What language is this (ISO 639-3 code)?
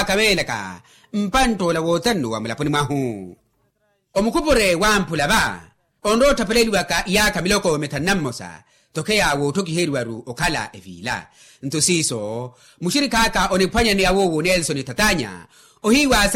vmw